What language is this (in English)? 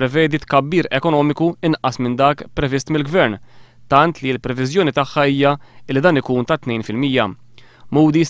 Maltese